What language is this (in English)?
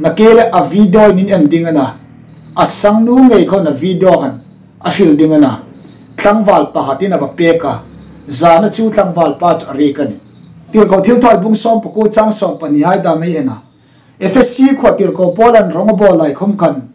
Hmar